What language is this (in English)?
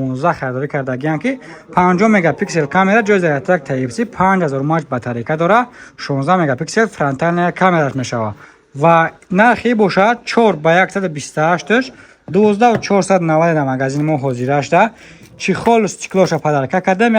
Tajik